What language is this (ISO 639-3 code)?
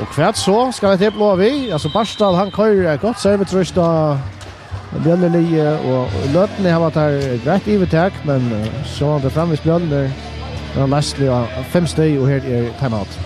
fao